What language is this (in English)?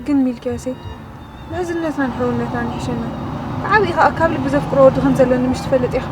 Tigrinya